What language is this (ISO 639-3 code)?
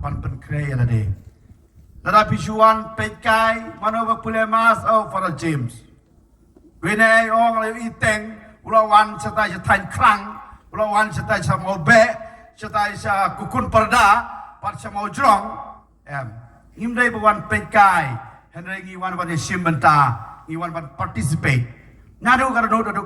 kha